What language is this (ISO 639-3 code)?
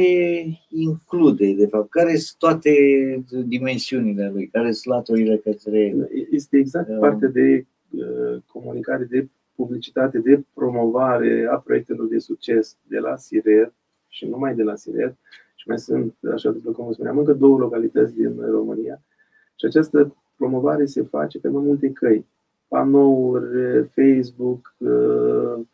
ron